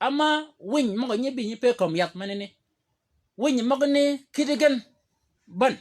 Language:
Shilluk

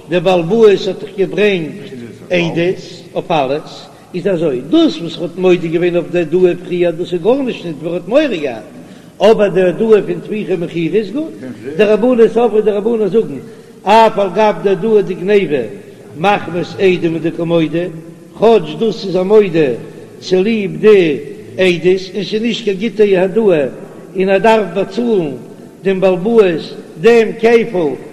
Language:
Yiddish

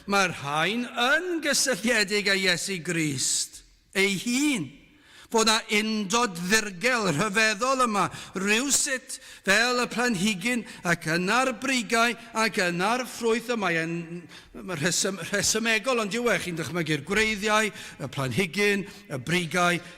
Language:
Welsh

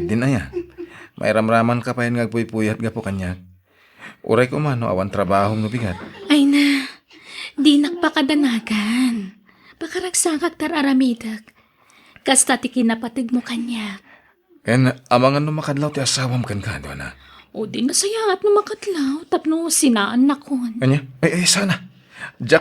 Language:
Iloko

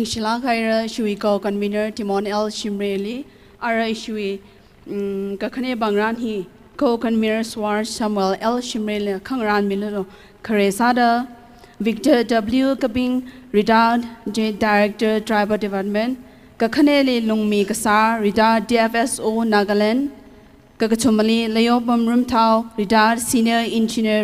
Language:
Tangkhul Naga (India)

